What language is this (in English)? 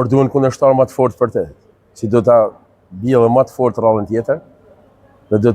Albanian